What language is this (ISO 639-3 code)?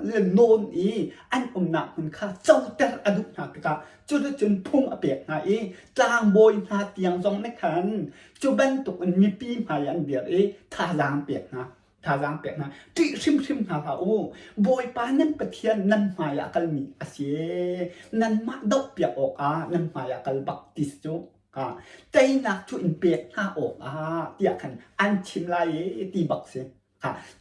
cnh